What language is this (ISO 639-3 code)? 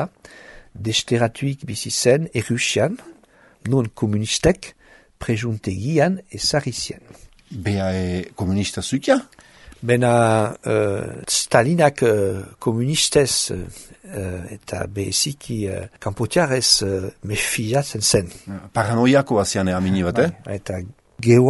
eus